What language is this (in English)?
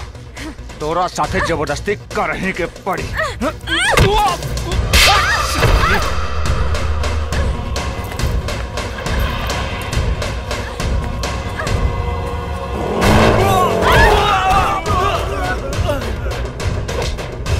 Bhojpuri